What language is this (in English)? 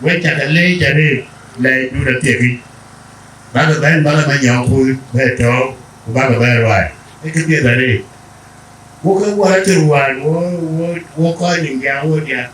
Dinka